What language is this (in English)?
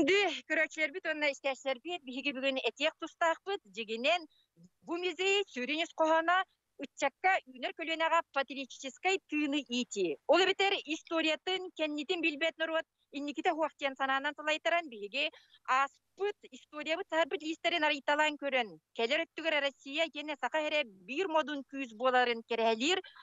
Yakut